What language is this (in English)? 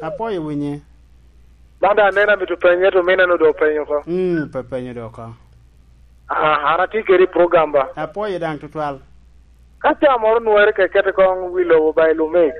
Lango (Uganda)